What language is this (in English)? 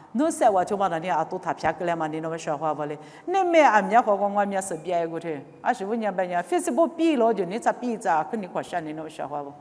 Lisu